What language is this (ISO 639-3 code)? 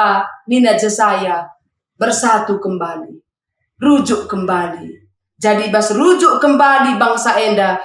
btx